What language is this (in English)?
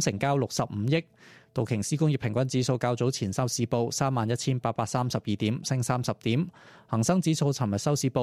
Cantonese